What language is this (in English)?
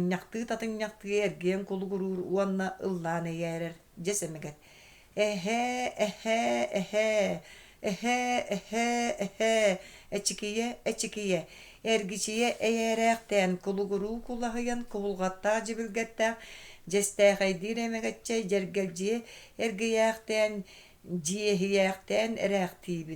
Yakut